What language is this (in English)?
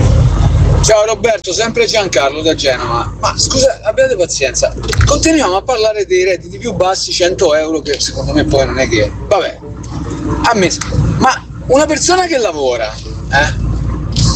Italian